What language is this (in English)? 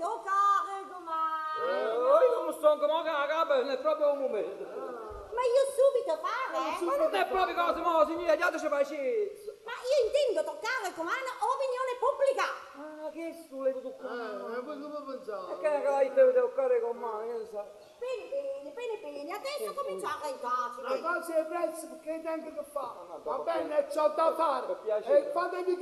Italian